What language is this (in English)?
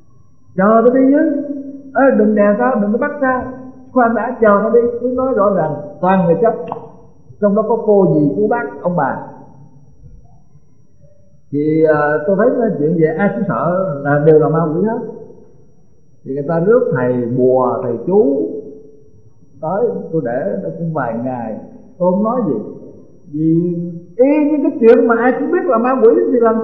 Vietnamese